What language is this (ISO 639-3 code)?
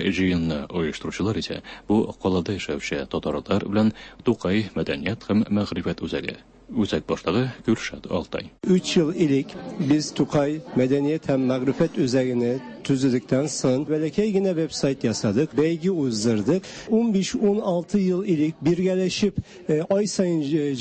tat